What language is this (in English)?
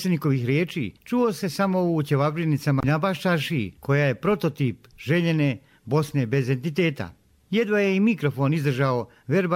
Bosnian